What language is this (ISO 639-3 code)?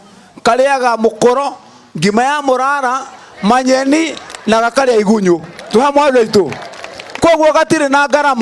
kik